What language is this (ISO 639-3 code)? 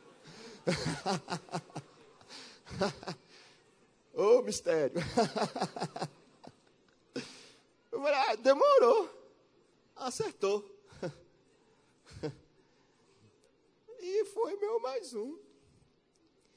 por